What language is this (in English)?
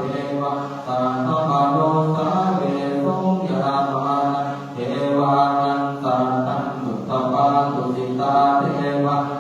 Pali